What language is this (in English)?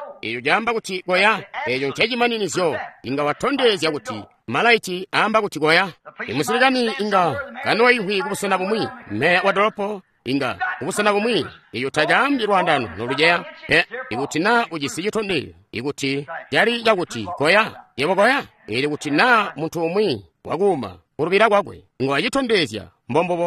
Tonga (Zambia)